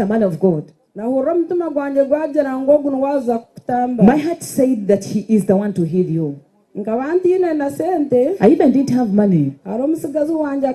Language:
Nyankole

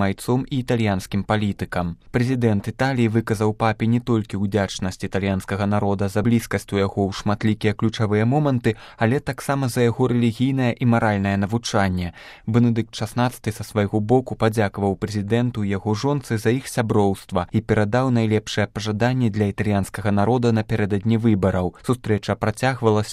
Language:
Belarusian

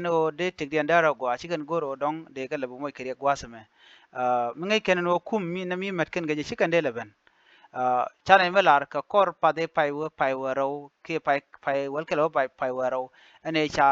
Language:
Nuer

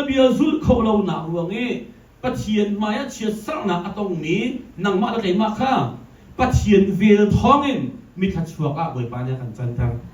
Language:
Hakha Chin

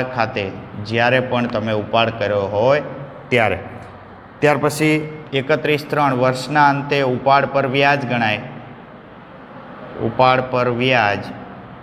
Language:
Gujarati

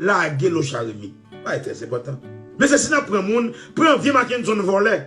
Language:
Haitian Creole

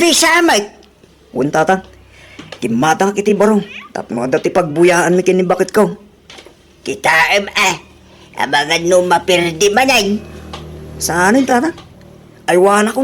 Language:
Iloko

